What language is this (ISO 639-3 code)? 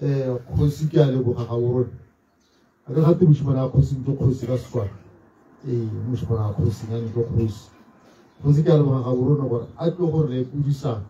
tsn